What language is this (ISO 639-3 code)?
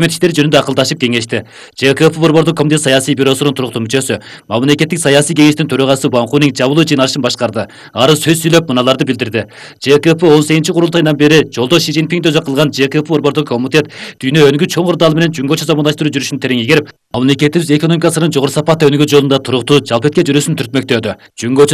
kir